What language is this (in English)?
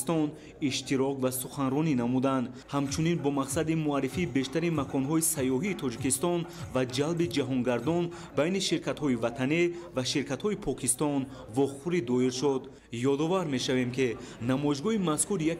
Tajik